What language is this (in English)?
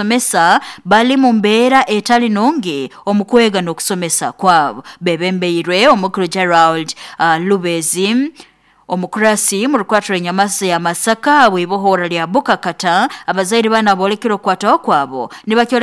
Nyoro